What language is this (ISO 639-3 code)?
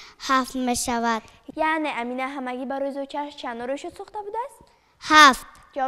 tgk